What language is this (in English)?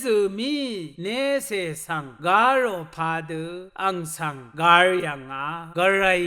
Rawang